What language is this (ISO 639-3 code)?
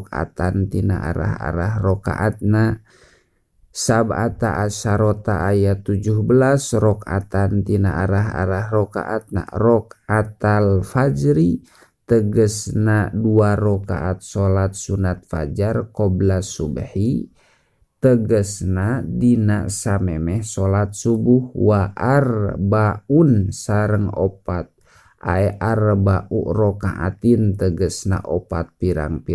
sun